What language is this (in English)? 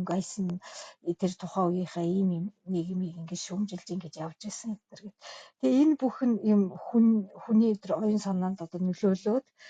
Mongolian